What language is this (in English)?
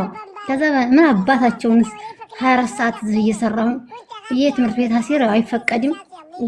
Amharic